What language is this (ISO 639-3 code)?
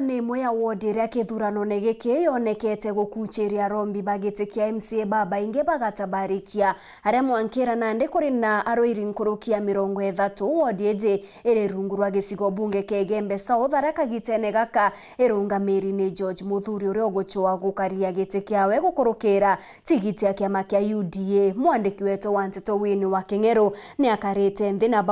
mer